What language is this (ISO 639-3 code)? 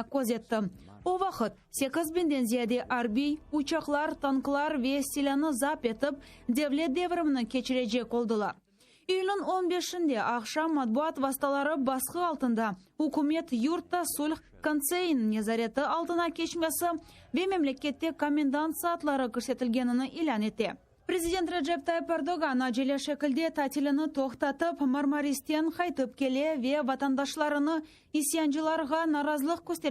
crh